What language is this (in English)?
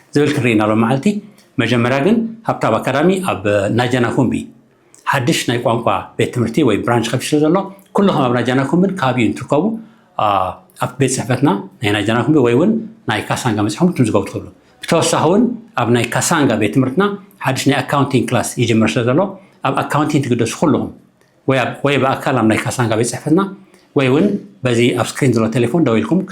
Tigrinya